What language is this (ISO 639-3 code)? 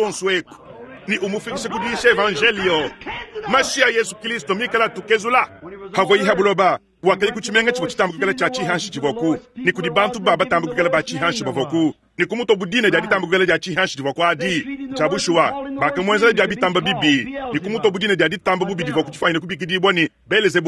lua